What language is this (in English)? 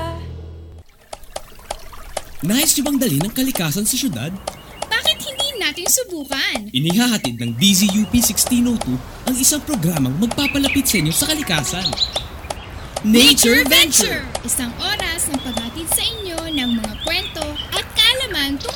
Filipino